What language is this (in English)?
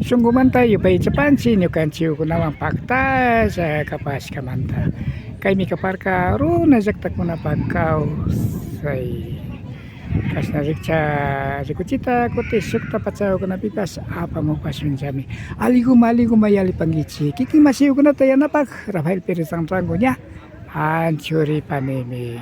Imbabura Highland Quichua